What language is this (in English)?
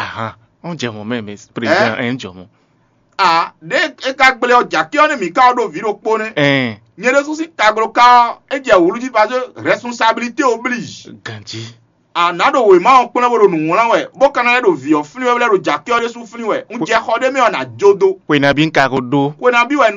Fon